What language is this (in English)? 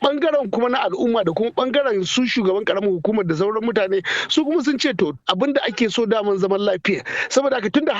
Hausa